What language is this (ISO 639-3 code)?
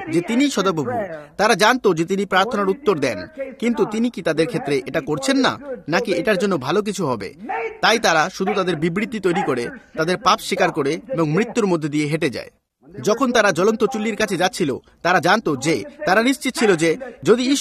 ben